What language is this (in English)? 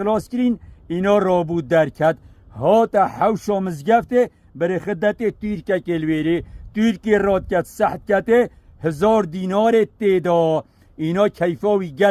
Kurdish